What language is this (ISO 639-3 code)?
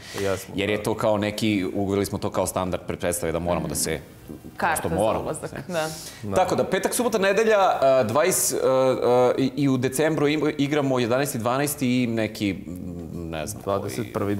srp